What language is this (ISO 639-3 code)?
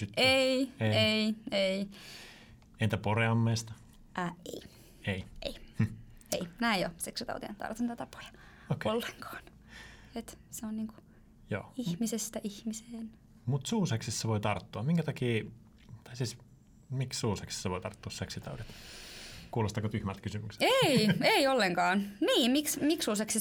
fin